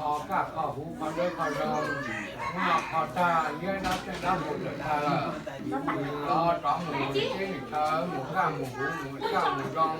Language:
Hmong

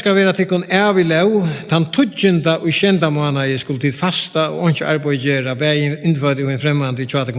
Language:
Faroese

